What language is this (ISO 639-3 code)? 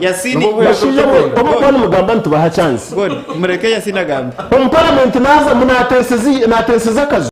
nyn